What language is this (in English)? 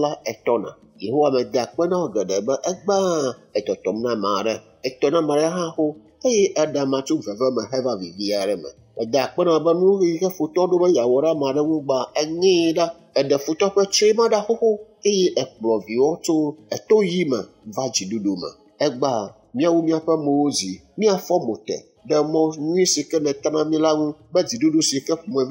Ewe